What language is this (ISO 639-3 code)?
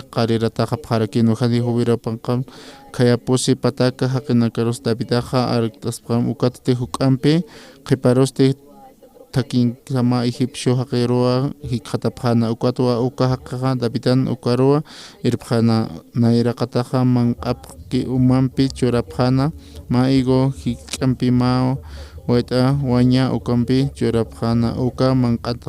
aym